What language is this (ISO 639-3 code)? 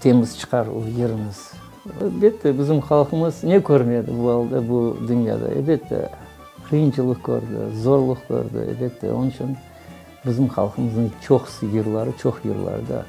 crh